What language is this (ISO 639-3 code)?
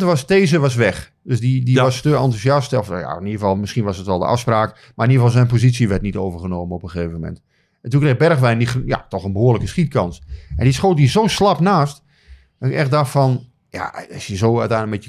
nld